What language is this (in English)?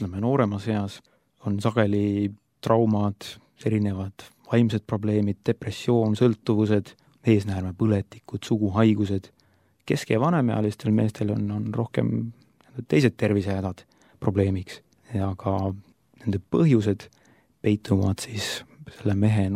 Estonian